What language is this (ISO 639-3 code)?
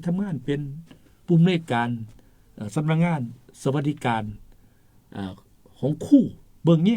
tts